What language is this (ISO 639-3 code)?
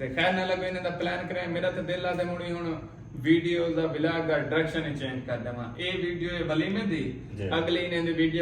skr